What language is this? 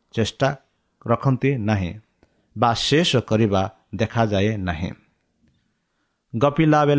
Odia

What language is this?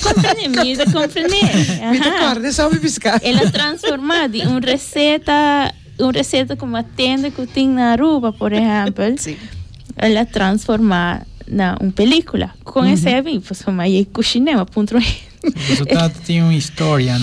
Papiamento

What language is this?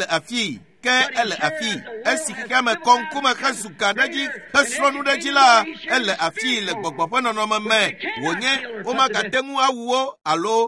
Ewe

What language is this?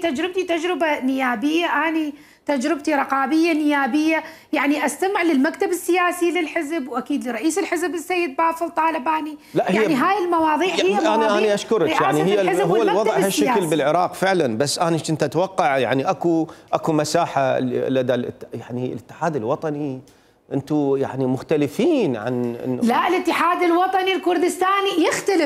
Mesopotamian Arabic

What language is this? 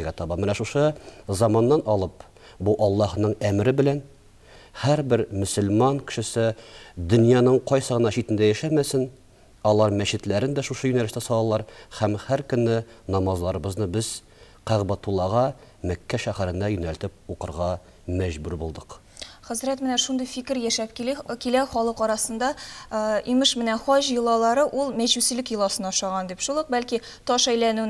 Tatar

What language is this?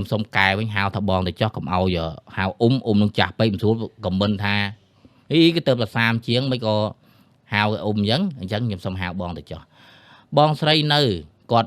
Khmer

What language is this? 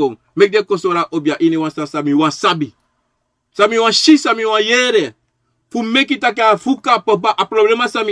Sranan Tongo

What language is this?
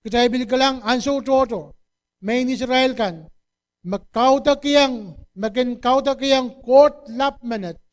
Pohnpeian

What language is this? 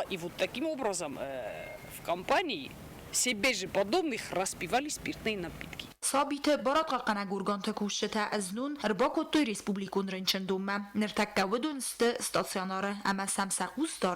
Ossetic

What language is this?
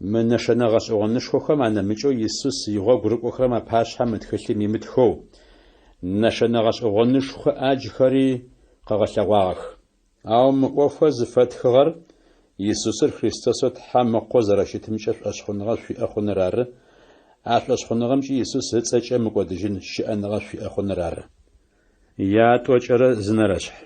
Adyghe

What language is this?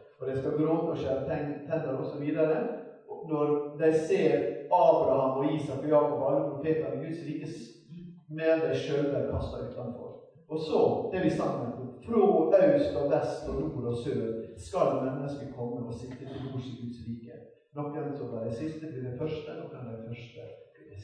Norwegian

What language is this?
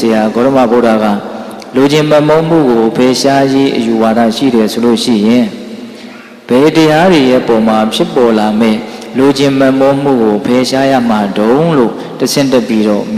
Burmese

